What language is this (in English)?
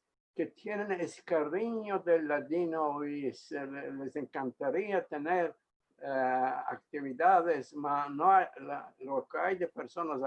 Ladino